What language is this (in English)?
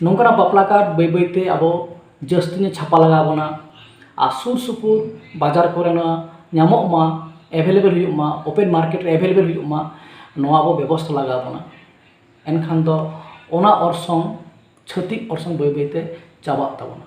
Santali